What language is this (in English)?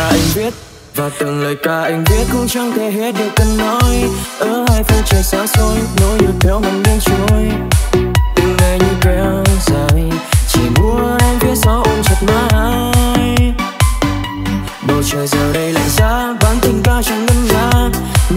Vietnamese